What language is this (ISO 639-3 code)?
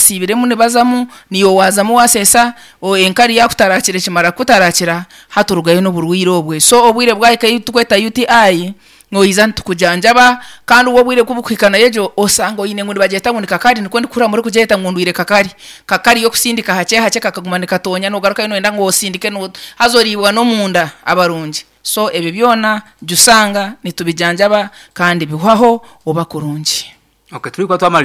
nyn